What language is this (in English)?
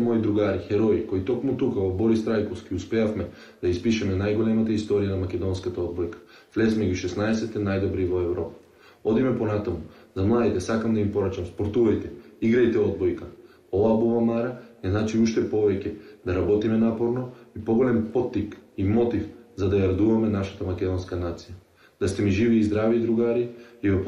Macedonian